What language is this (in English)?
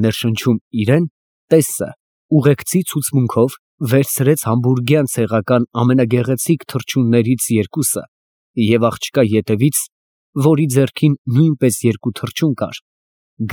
Armenian